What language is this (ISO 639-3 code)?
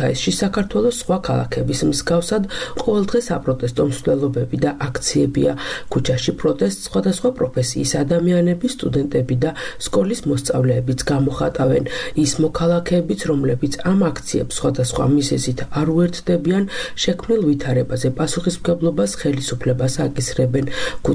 kat